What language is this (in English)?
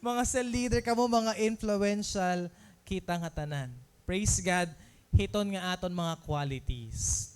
Waray